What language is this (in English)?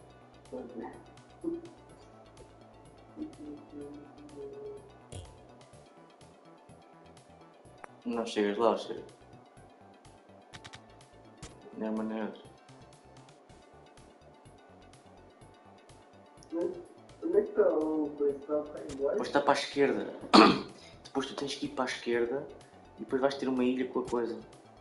Portuguese